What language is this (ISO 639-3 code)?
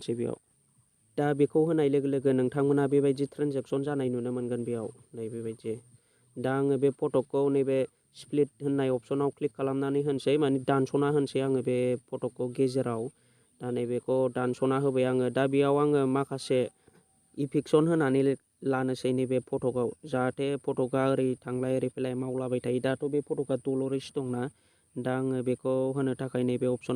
brx